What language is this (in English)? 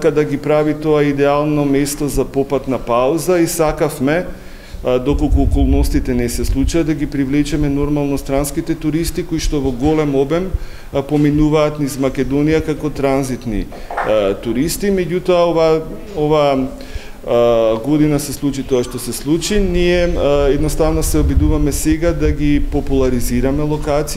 Macedonian